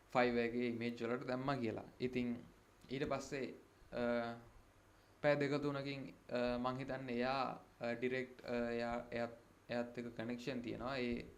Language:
Sinhala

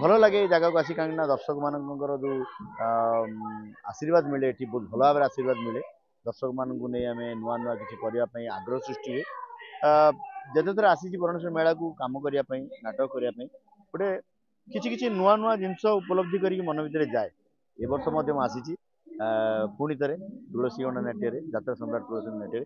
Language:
Odia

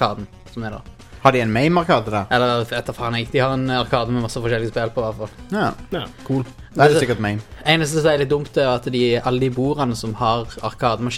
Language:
Norwegian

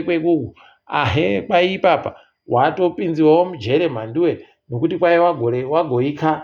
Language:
Ndau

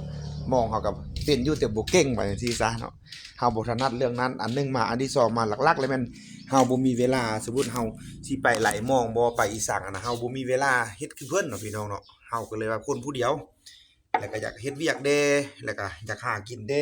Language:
Lao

